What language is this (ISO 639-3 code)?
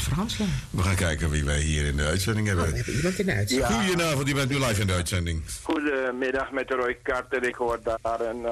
nld